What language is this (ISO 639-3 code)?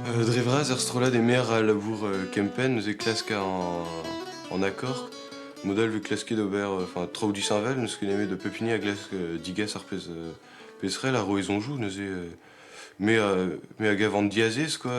bre